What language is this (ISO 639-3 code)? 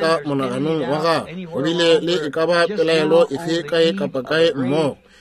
nso